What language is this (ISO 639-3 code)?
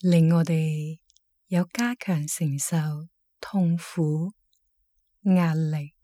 yue